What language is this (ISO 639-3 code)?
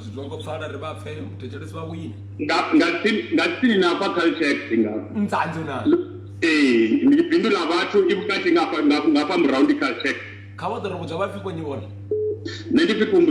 ven